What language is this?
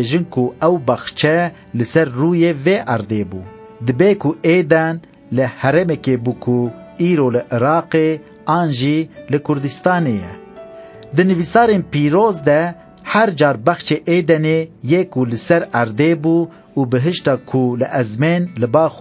Kurdish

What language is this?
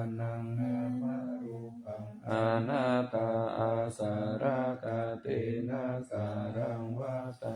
Pali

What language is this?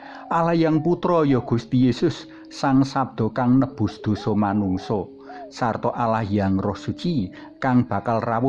Javanese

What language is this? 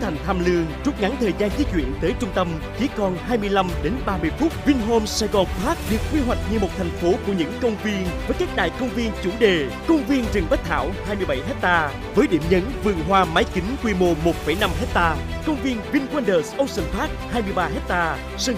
Vietnamese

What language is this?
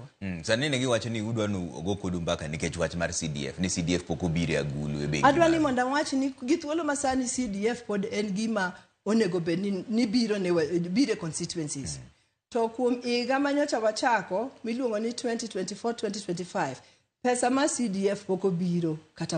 Luo (Kenya and Tanzania)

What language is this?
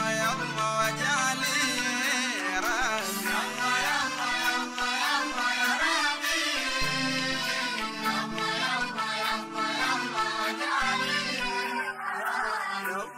Swahili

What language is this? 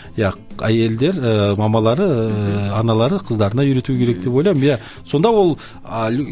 Kazakh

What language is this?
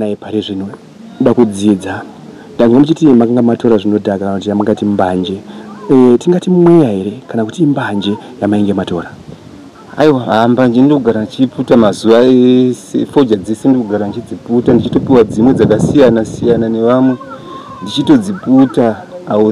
Shona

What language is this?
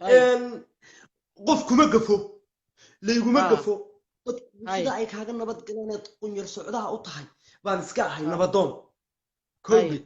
Somali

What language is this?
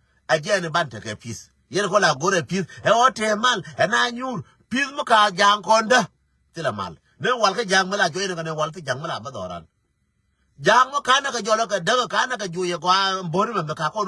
Nuer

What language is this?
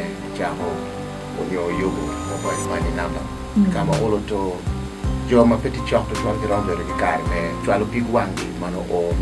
Acoli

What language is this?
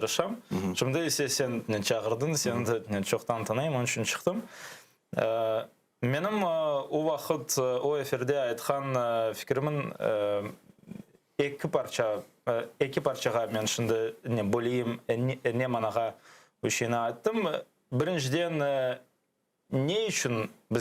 Crimean Tatar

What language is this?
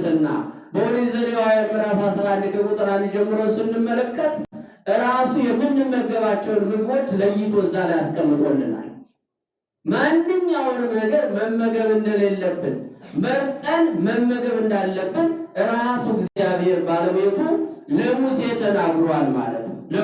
Amharic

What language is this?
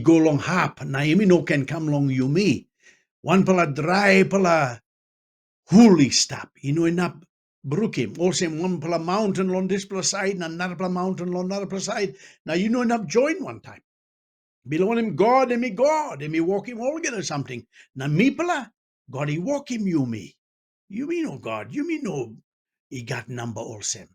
Tok Pisin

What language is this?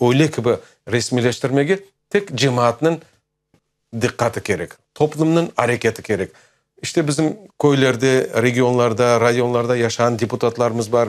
Crimean Tatar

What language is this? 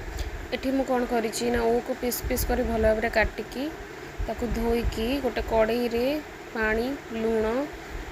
Odia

